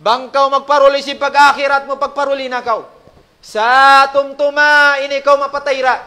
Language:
Tausug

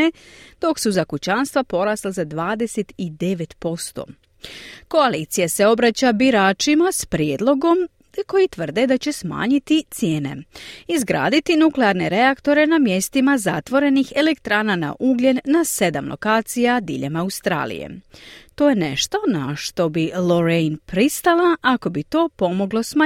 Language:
Croatian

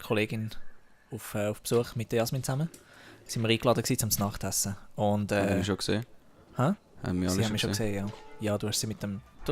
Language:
Swiss German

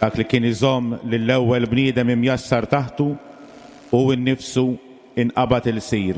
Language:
Maltese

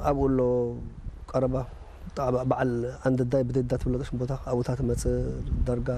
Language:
Tigrinya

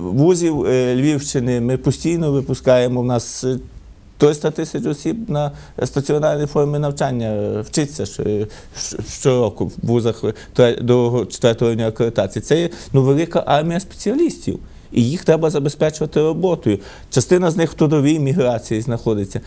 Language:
Ukrainian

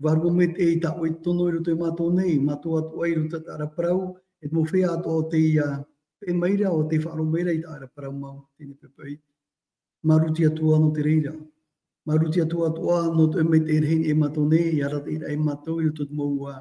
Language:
Tahitian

